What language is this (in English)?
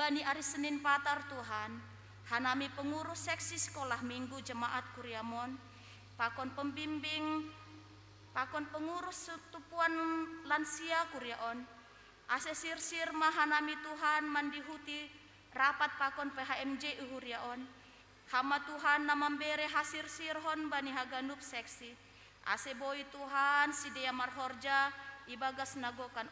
Batak Simalungun